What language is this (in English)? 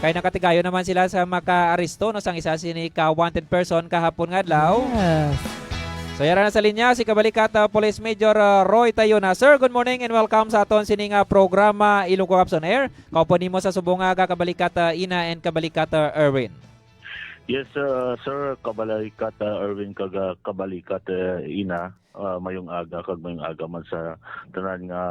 Hiligaynon